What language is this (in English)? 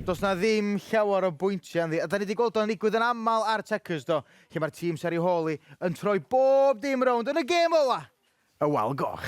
Welsh